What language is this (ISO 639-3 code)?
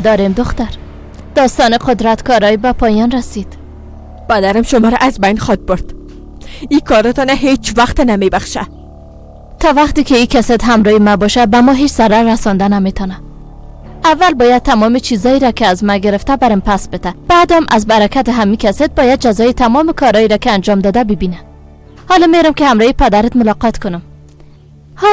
fas